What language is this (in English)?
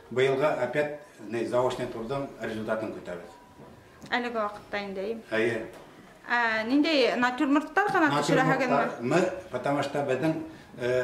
Bashkir